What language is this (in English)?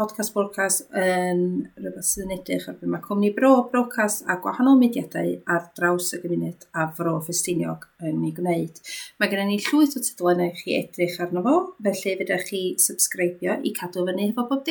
Welsh